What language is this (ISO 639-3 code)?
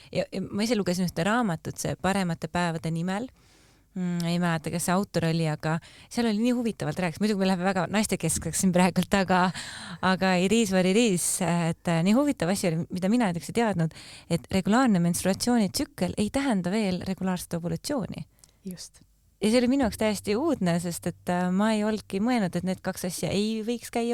est